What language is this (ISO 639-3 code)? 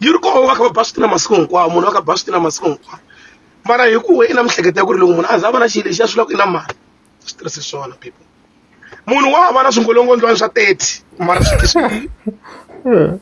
tso